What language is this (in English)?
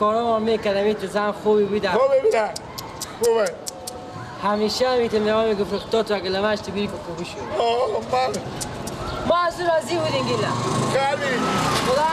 Persian